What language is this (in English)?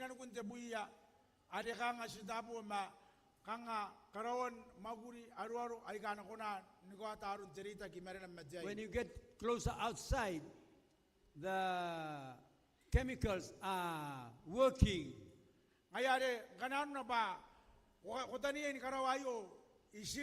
Gilbertese